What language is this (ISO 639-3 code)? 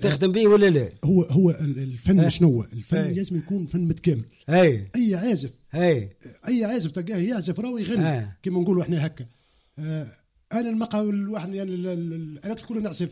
aeb